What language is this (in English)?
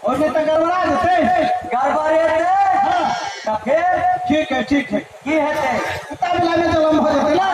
Maithili